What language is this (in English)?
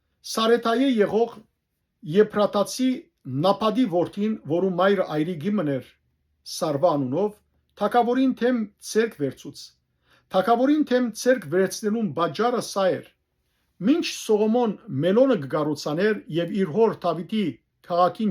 Western Armenian